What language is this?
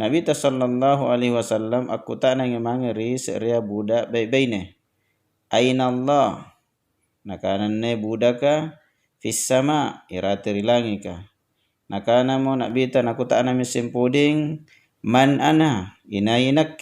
Makasar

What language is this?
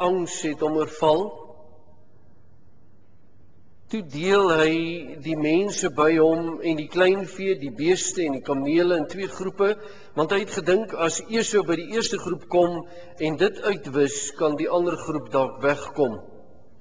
Afrikaans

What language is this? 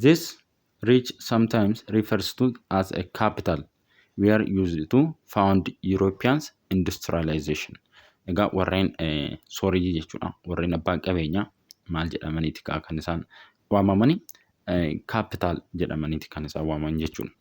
Oromo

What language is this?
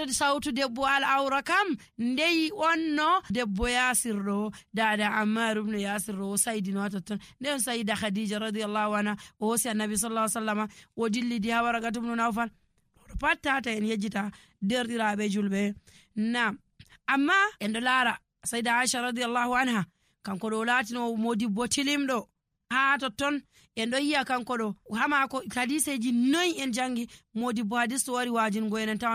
Nigerian Fulfulde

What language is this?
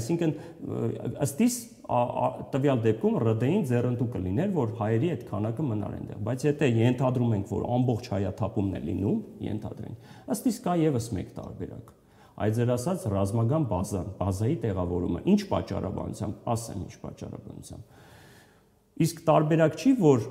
Armenian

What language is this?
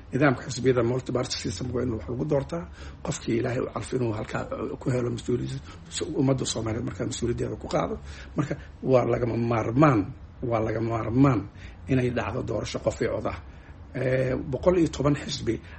Somali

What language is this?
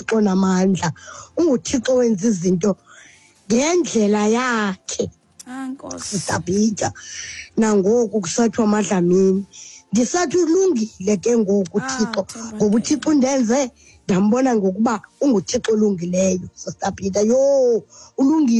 Xhosa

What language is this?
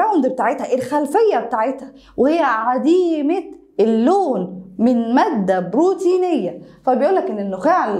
Egyptian Arabic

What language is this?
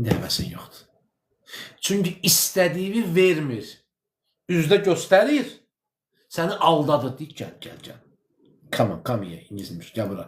Azerbaijani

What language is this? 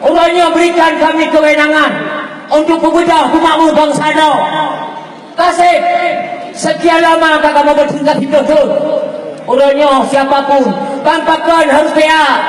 Achinese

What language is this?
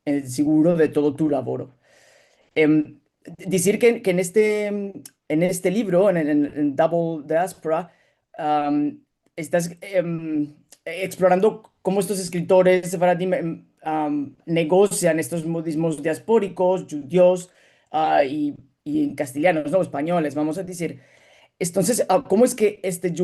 Ladino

